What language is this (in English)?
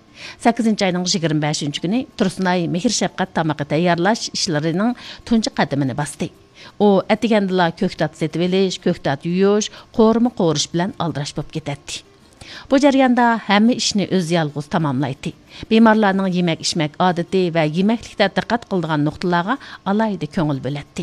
Uyghur